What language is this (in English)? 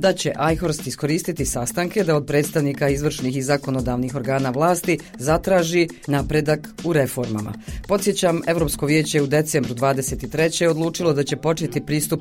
Bosnian